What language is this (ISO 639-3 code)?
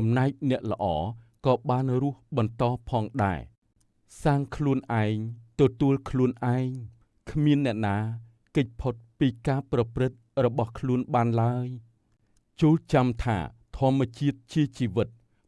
khm